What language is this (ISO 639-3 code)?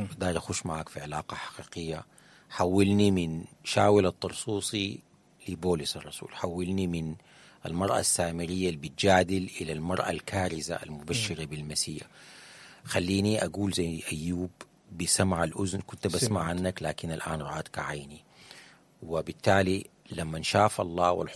apd